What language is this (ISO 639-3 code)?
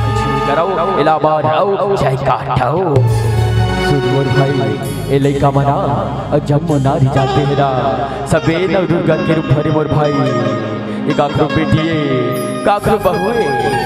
hne